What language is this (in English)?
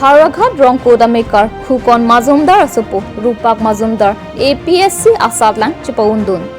Karbi